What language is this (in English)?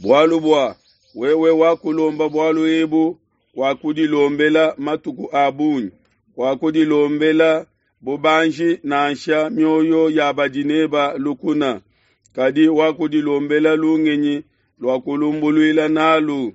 Luba-Lulua